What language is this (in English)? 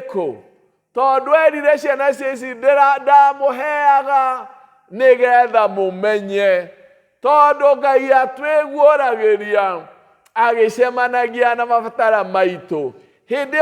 Kikuyu